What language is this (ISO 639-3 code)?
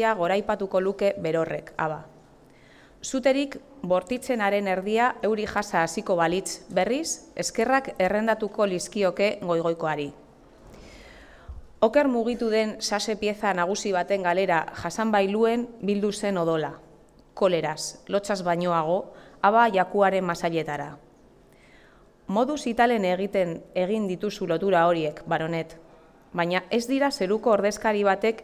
eus